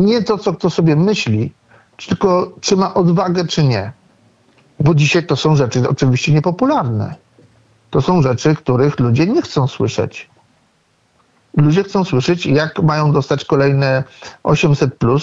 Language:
Polish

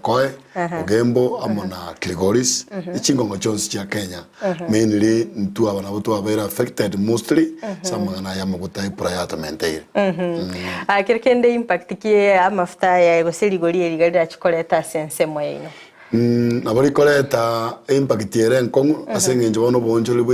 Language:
Gusii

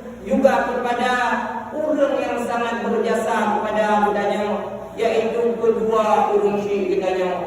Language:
Achinese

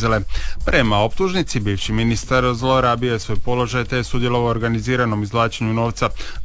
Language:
Croatian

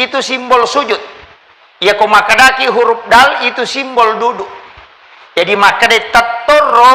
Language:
Buginese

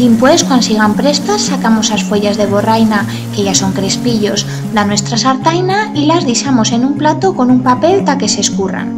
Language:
Aragonese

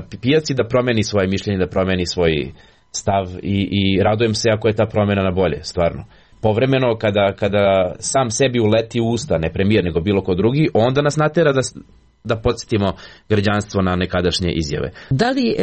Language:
Serbian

